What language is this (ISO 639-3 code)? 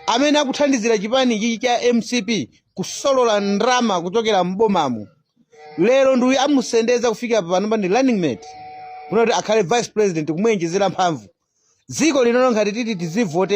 nya